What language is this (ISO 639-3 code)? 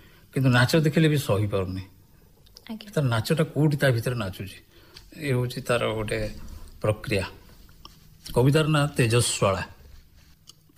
ori